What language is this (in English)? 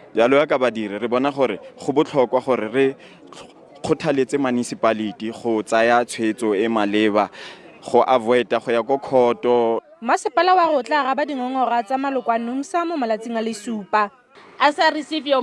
Tswana